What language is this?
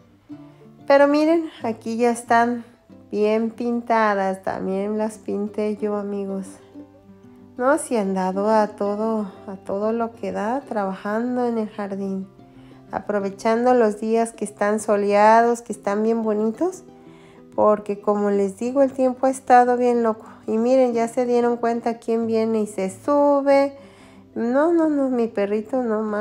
Spanish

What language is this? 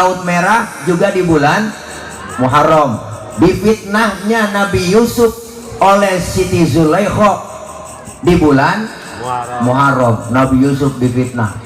Betawi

